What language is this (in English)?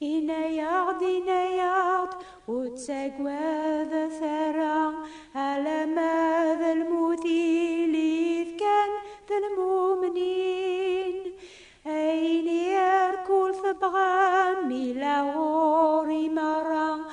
Kabyle